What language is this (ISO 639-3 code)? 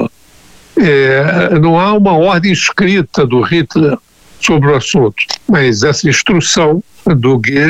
por